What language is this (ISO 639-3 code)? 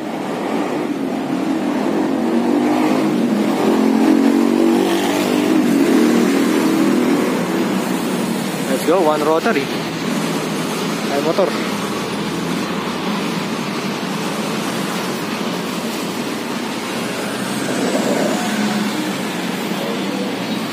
fil